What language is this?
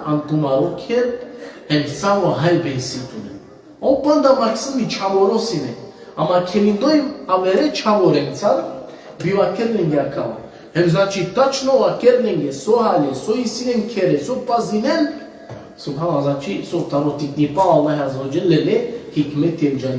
Balkan Romani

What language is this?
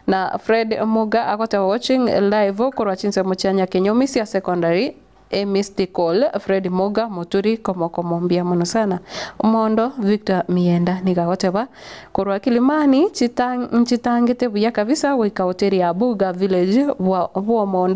Gusii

